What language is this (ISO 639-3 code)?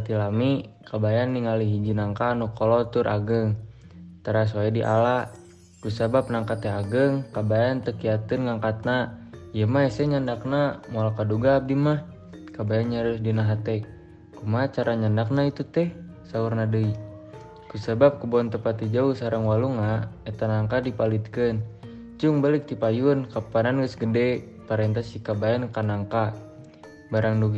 sun